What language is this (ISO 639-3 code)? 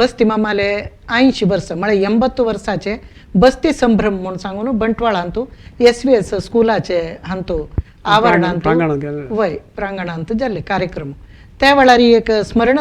kok